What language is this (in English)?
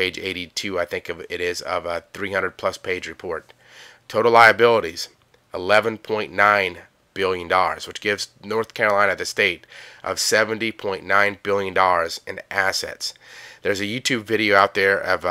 English